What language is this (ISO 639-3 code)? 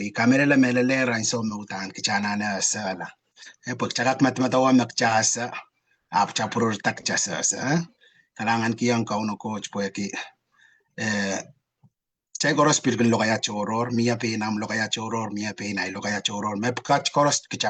pon